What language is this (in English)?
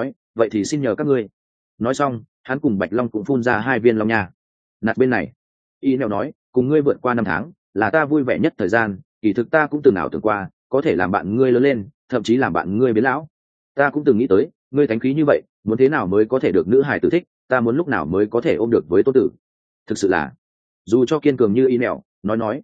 Vietnamese